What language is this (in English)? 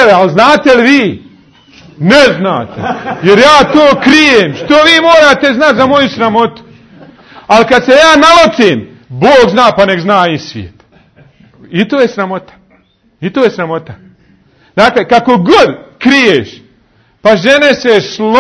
Bosnian